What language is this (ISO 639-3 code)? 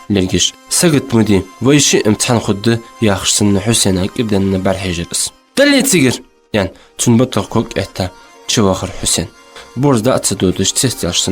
inh